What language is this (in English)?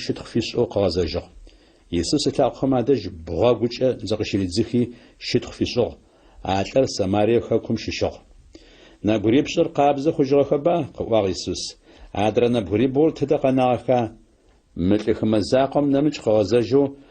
Adyghe